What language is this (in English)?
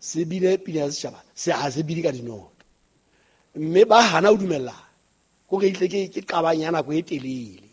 Southern Sotho